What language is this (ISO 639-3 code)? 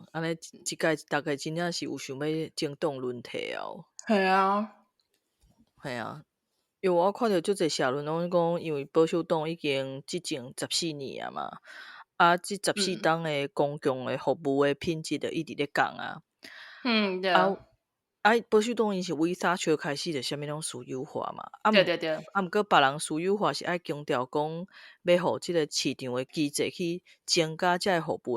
nan